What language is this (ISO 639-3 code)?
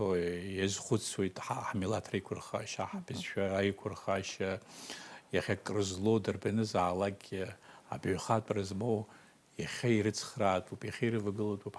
abk